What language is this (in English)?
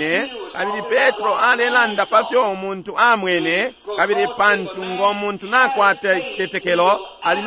Bemba